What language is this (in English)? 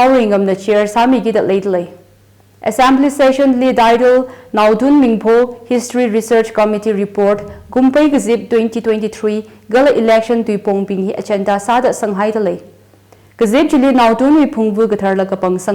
Tangkhul Naga (India)